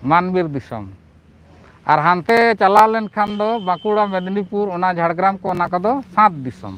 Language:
Santali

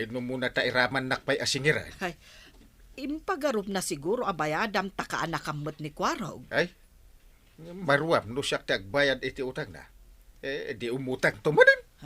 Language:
Iloko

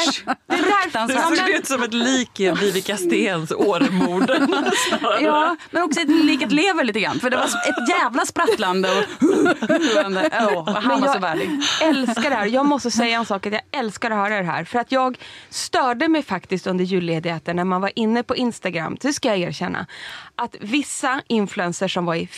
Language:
Swedish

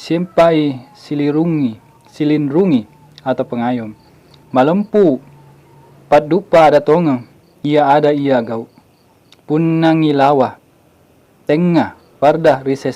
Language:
Buginese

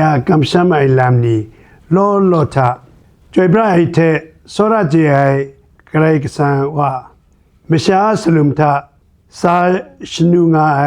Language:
Kachin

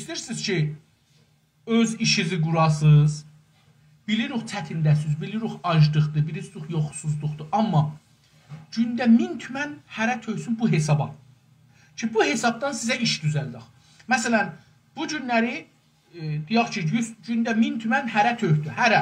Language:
South Azerbaijani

